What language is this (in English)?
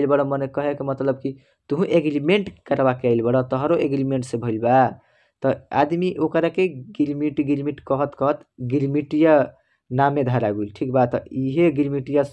Bhojpuri